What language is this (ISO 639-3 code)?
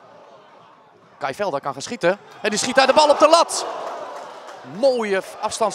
nld